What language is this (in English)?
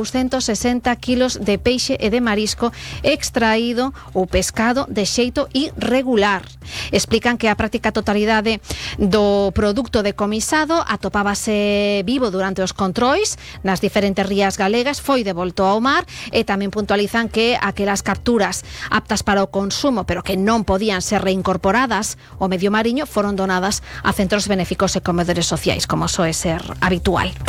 Galician